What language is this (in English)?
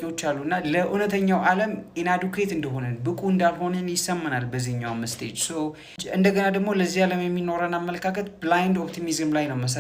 Amharic